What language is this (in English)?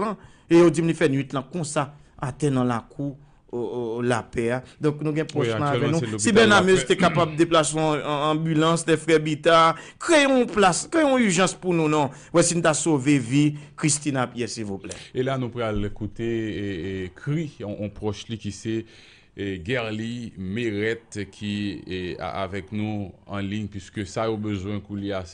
Haitian Creole